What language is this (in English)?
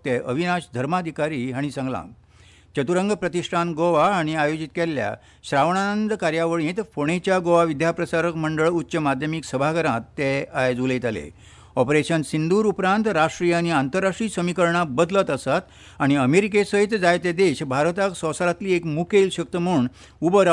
Konkani